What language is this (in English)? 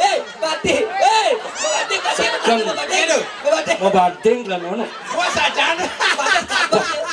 Balinese